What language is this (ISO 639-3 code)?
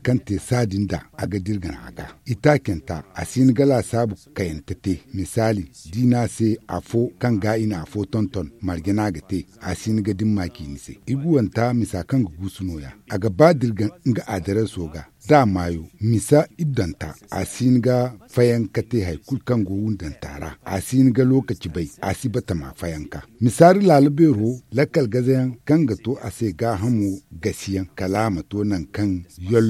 dje